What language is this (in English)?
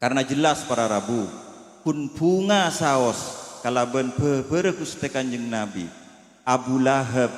Madurese